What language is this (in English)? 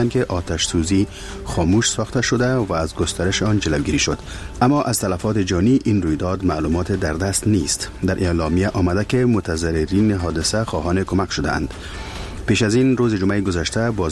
Persian